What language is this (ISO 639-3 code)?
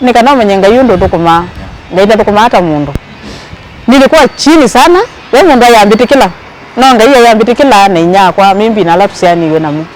kam